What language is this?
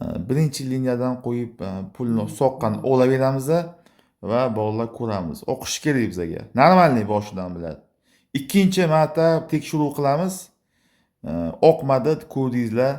Uzbek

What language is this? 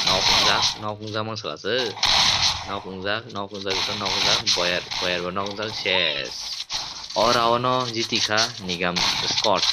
Kok Borok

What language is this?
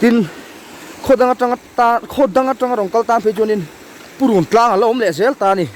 Mizo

